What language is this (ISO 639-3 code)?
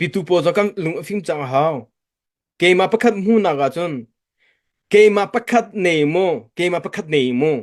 cnh